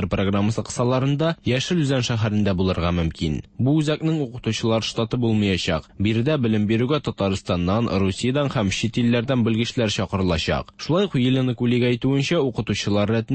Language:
Tatar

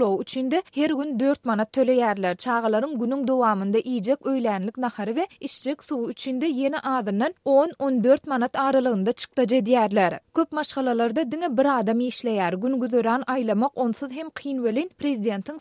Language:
Turkmen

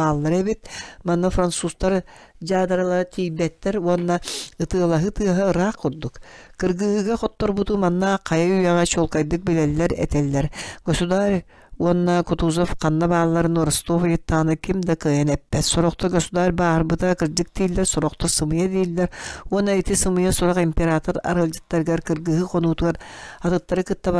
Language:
Yakut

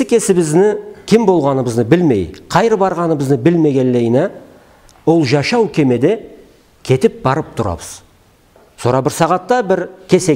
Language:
Karachay-Balkar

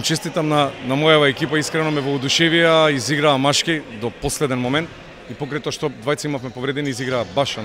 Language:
Macedonian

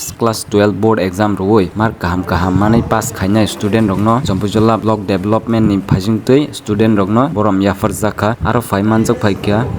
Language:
Kok Borok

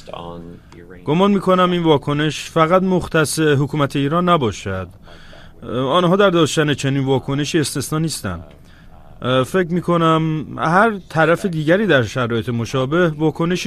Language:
Persian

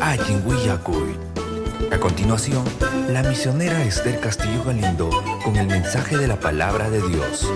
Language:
Ayacucho Quechua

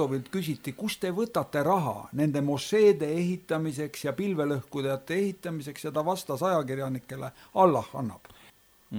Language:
Estonian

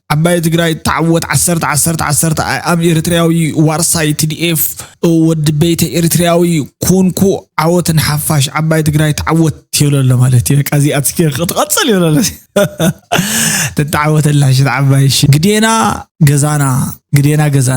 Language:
Tigrinya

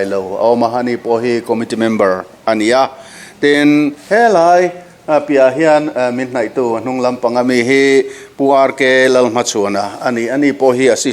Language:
Mizo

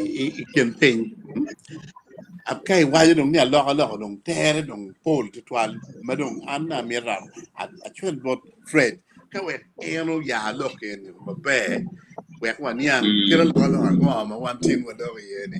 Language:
Acoli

